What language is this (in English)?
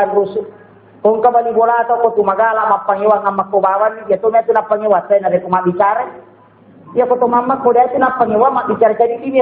Buginese